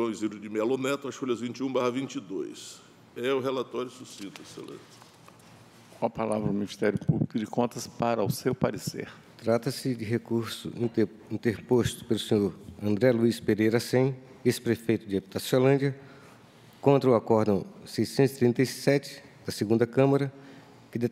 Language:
Portuguese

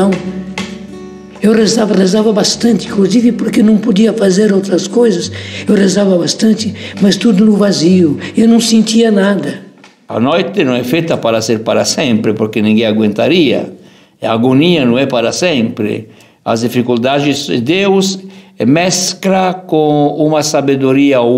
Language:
Portuguese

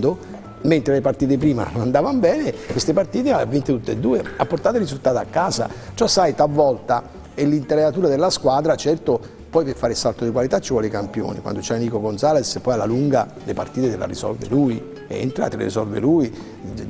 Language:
Italian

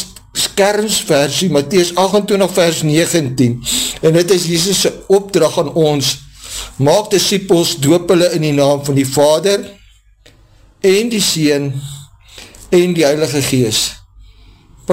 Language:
Afrikaans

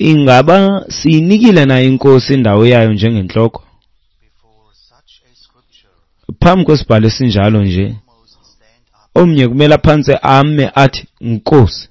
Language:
Xhosa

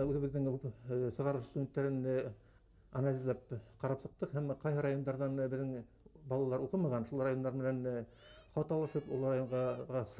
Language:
Bashkir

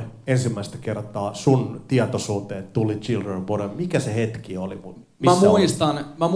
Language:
Finnish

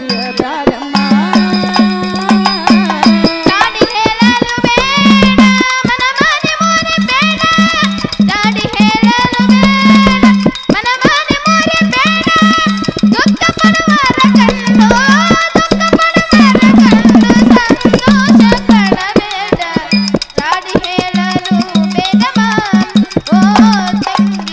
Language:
Kannada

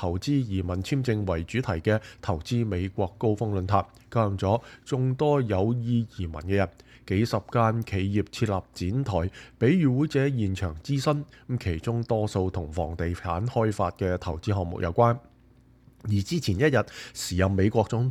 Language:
Cantonese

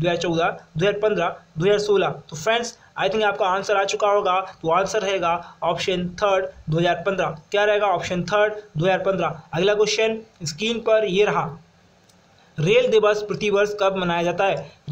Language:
Hindi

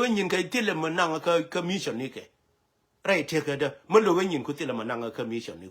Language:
Nuer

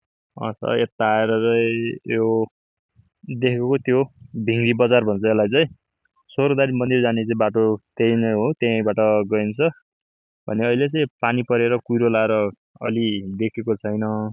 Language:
Nepali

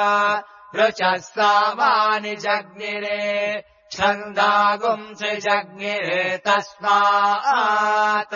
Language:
Sanskrit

